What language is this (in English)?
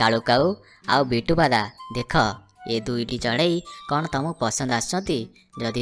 Odia